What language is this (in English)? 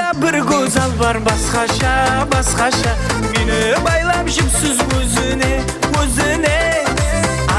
Kara-Kalpak